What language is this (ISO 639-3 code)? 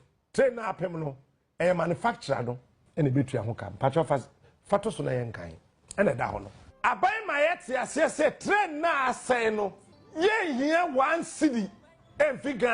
aka